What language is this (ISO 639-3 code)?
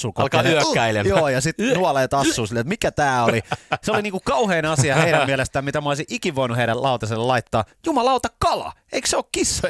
fin